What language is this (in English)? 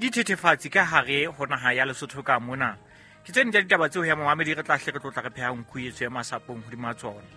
Southern Sotho